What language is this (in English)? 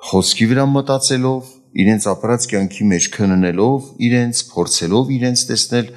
Armenian